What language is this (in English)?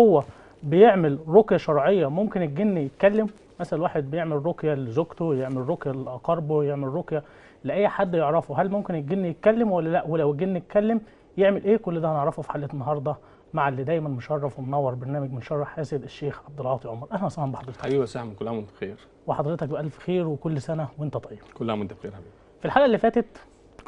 Egyptian Arabic